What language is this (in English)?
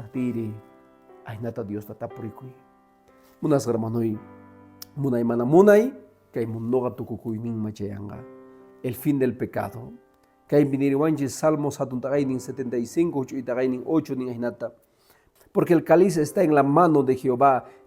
Quechua